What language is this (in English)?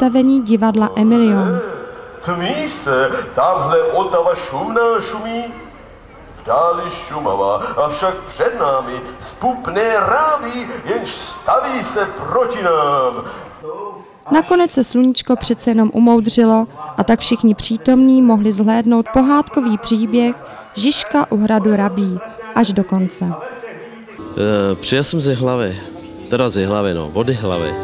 Czech